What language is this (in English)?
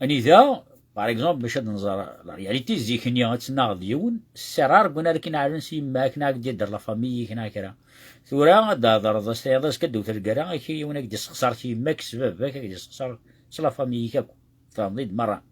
Kabyle